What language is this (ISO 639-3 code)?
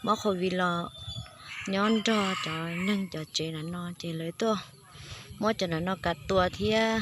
hmn